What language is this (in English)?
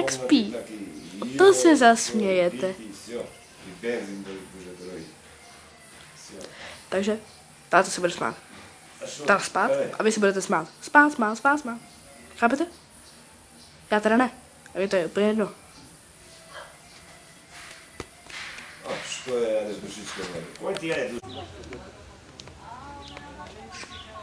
Czech